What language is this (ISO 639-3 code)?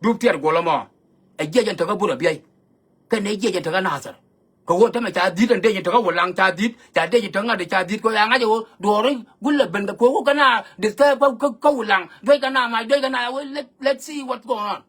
nus